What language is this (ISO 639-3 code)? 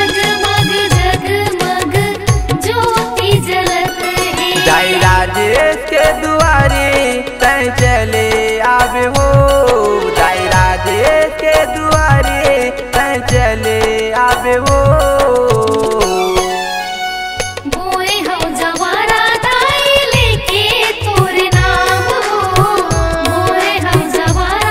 hne